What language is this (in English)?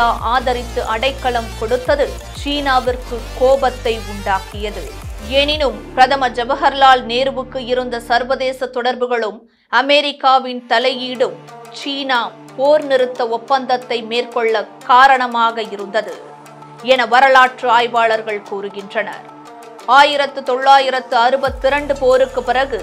Tamil